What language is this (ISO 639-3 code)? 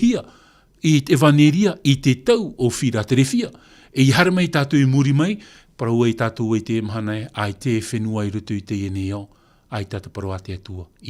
tah